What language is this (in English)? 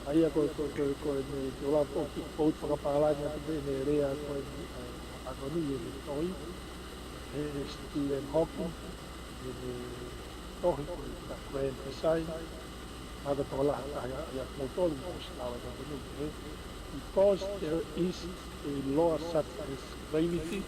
Tongan